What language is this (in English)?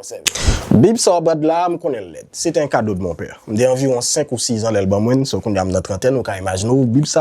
Haitian Creole